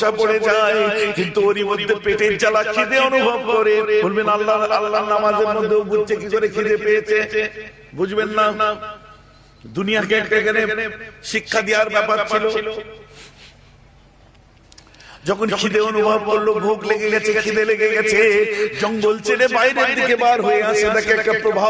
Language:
Bangla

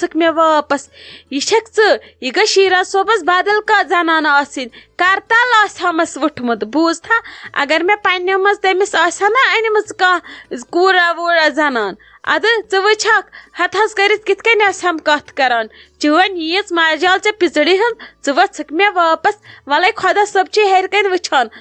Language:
Kashmiri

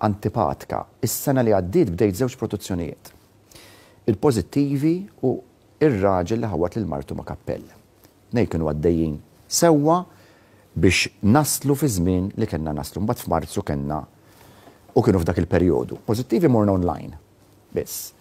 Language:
Maltese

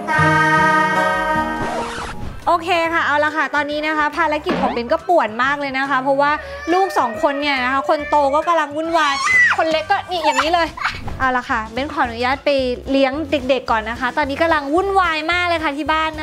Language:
Thai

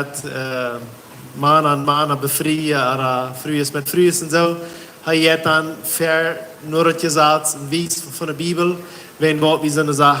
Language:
Plautdietsch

